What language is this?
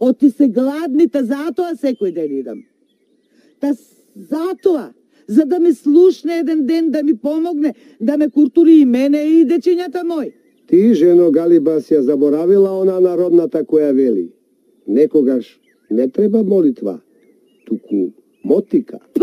Macedonian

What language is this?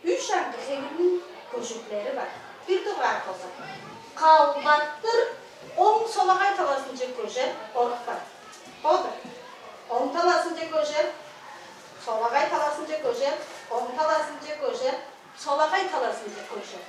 Tuvinian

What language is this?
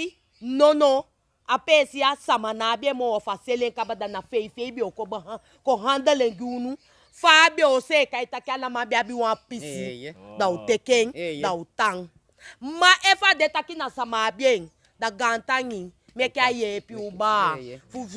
Sranan Tongo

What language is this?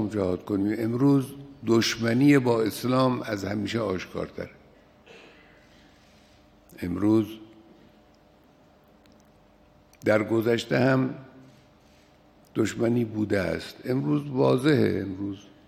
Persian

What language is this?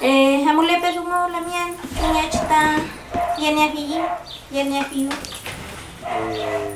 Mapuche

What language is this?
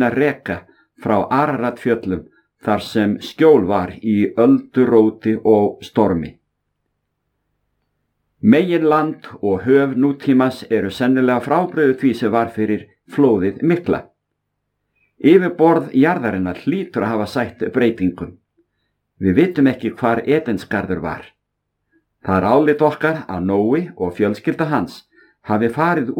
Icelandic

